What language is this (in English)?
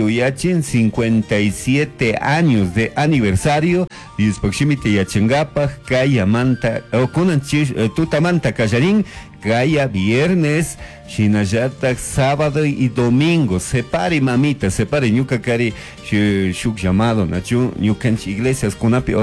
Chimborazo Highland Quichua